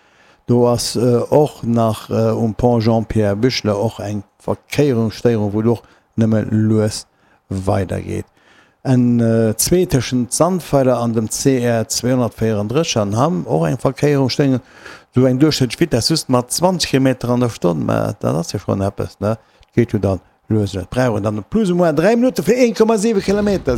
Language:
Luxembourgish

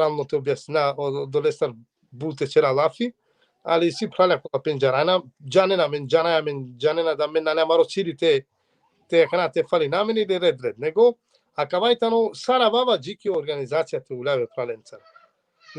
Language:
Balkan Romani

